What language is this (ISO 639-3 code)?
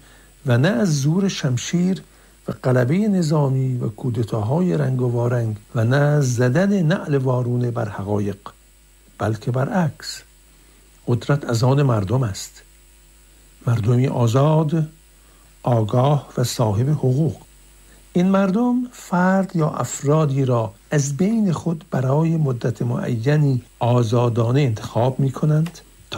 fas